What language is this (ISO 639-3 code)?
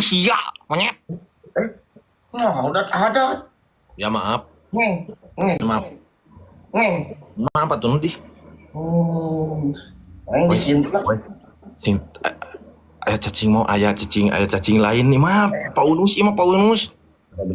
sun